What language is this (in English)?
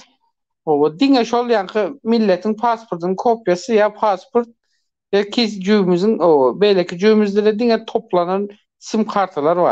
Turkmen